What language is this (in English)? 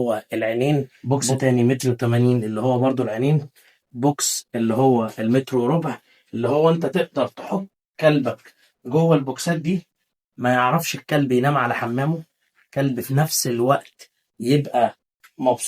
Egyptian Arabic